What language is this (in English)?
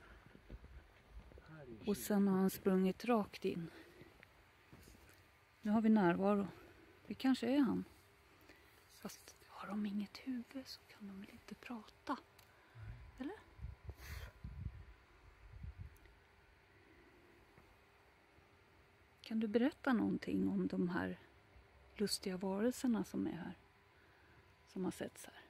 Swedish